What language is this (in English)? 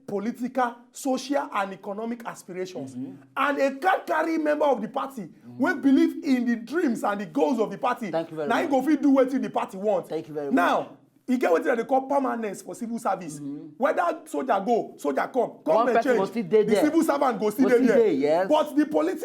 Nigerian Pidgin